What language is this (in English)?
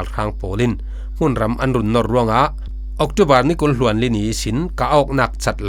Falam Chin